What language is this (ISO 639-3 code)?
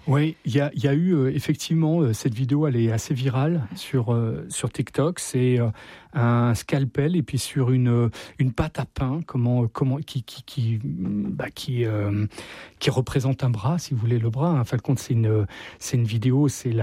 fra